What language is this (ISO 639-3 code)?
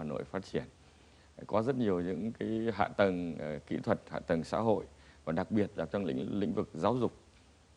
vie